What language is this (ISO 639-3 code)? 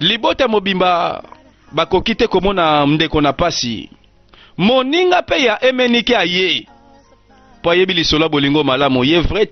lin